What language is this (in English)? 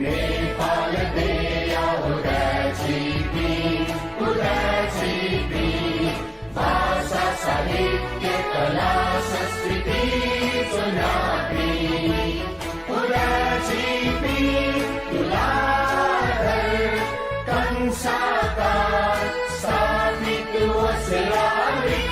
Newari